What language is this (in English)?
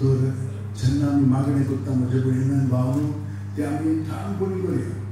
Konkani